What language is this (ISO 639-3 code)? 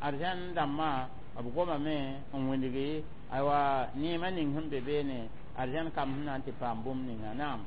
mos